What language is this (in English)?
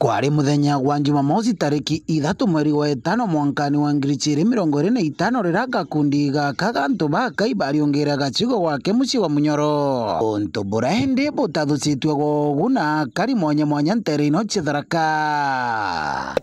Meru